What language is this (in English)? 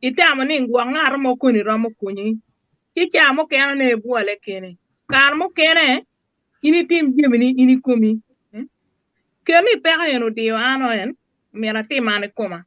Acoli